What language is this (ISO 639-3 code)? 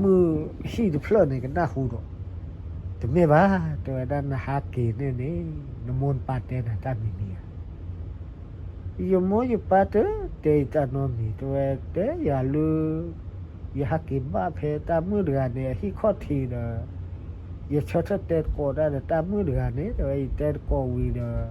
ksw